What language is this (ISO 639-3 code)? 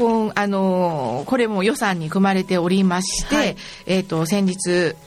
jpn